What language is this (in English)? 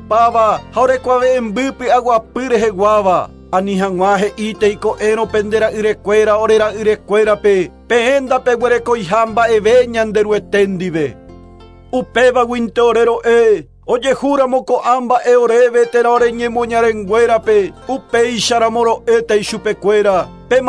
Guarani